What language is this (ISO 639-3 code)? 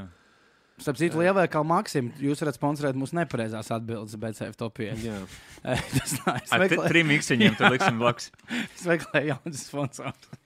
lav